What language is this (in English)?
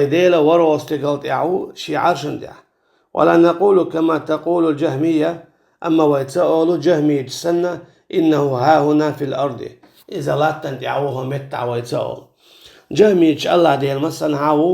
Chechen